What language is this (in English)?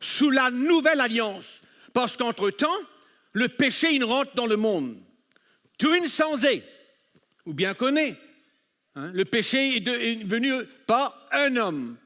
Morisyen